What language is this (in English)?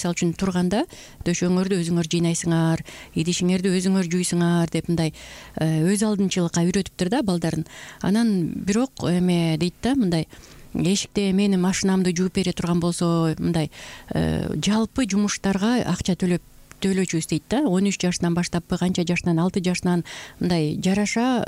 Kyrgyz